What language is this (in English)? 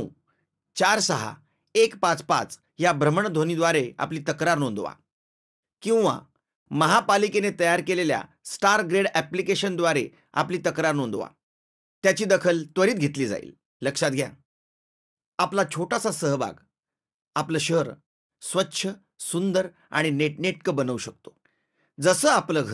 Marathi